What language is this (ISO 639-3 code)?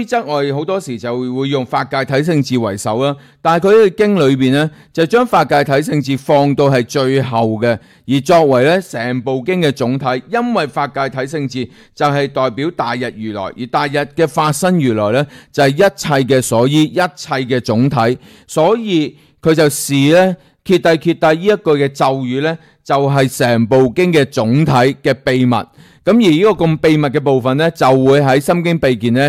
yue